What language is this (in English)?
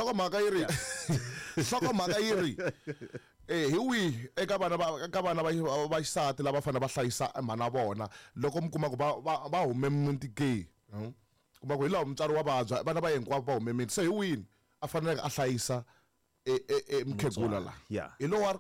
Tsonga